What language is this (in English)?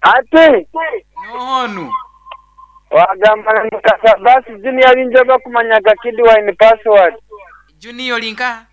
Nyankole